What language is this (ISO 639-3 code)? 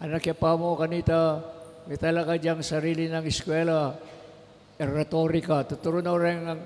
pam